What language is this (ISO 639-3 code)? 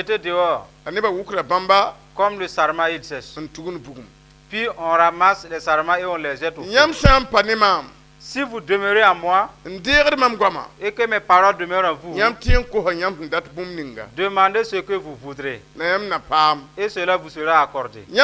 mos